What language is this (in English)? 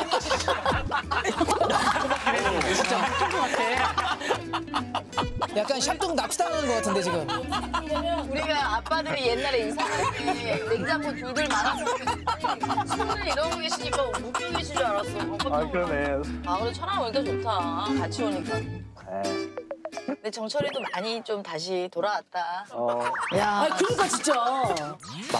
Korean